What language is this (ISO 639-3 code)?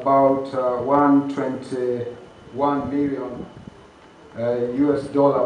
nyn